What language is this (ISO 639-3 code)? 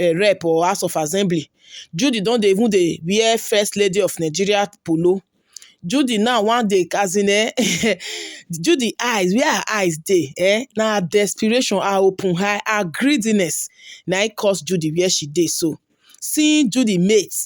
pcm